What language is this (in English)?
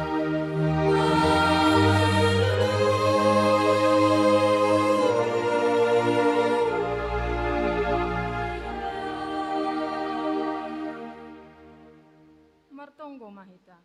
Batak Simalungun